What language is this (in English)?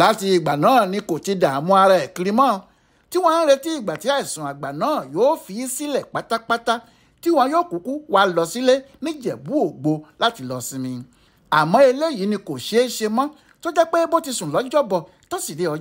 Yoruba